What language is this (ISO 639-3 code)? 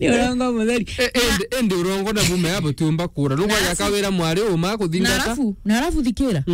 mer